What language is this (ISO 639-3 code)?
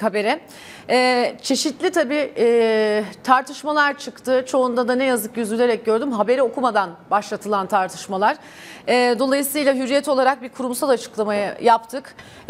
tur